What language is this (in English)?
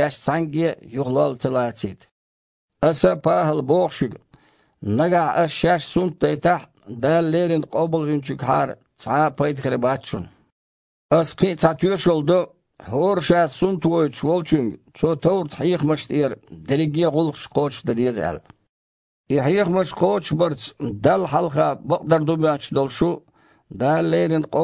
Chechen